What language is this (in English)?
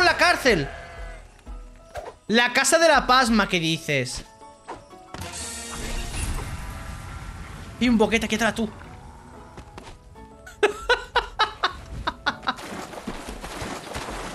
Spanish